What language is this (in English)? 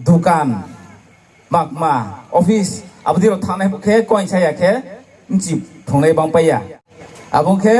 Riang (India)